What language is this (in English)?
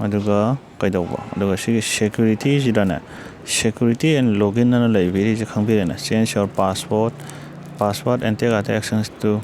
Manipuri